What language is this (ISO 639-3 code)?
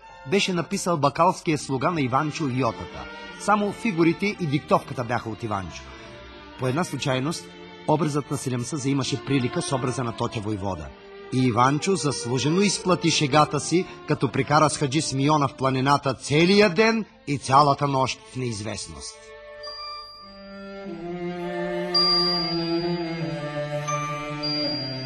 bul